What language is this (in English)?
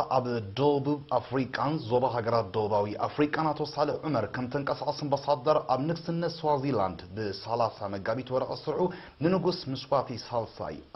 Tigrinya